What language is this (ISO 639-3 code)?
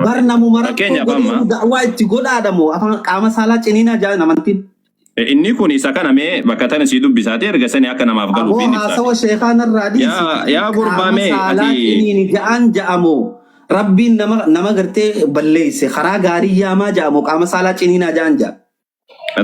orm